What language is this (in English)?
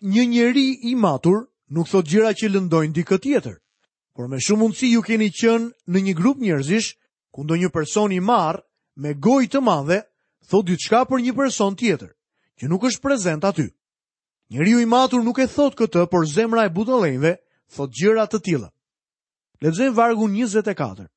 Albanian